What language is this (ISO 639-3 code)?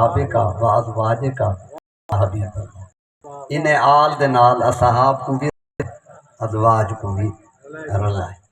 skr